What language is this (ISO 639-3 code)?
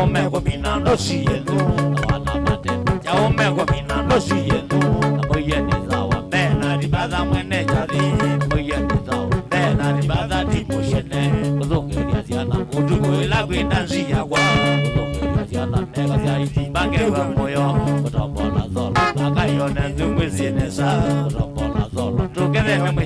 kam